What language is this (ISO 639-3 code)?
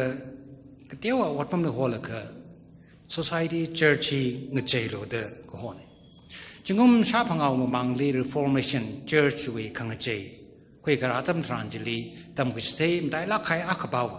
nmf